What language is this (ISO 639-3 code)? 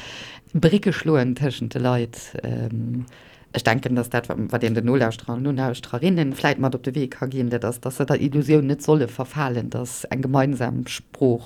ltz